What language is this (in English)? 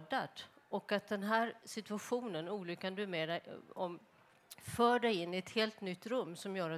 Swedish